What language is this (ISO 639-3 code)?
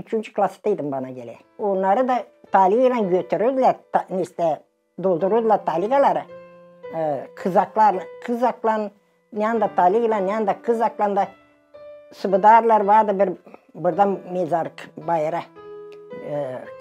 gag